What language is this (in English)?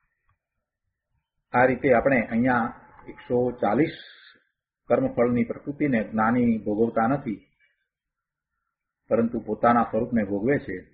Gujarati